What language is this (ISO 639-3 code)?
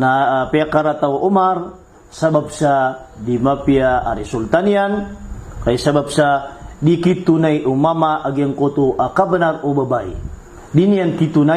mrw